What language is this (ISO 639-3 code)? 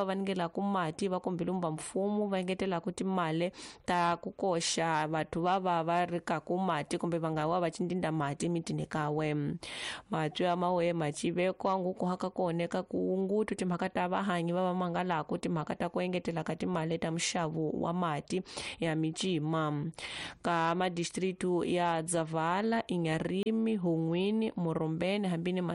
tso